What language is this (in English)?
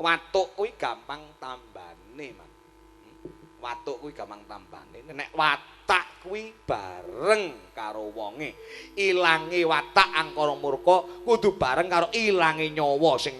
Javanese